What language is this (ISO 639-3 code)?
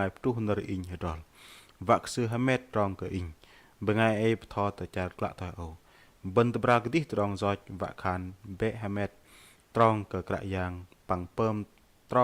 bdq